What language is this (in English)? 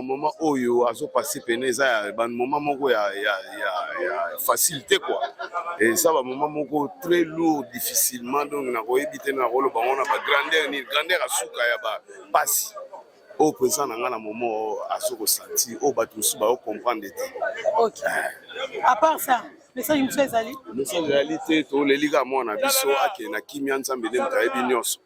Lingala